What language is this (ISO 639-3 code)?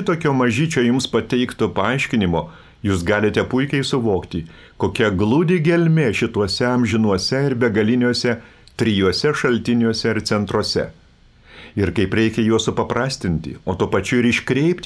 lit